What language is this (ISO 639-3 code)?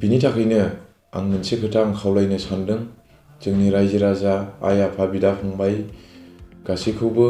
brx